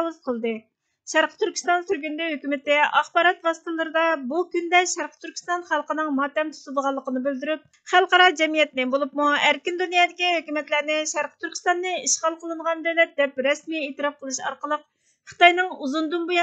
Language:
Uyghur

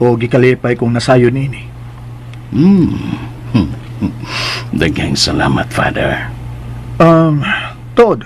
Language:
Cebuano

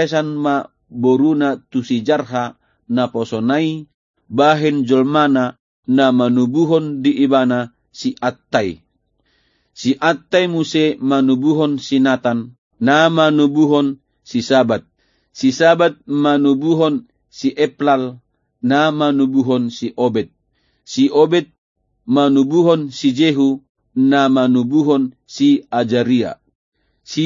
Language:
Batak Toba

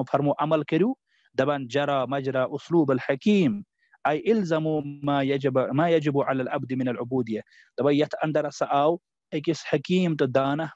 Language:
Kashmiri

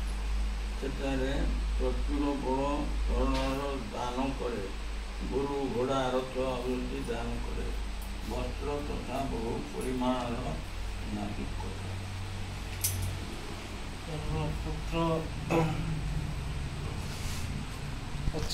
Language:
Odia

